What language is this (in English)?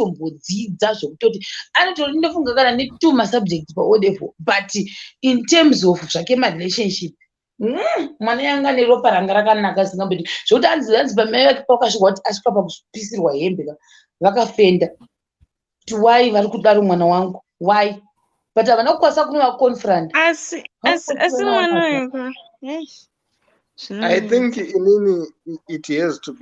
Shona